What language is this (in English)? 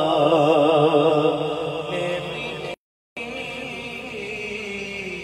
Urdu